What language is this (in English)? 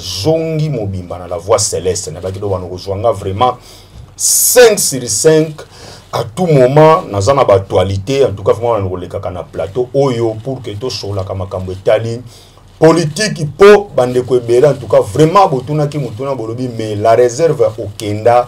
Lingala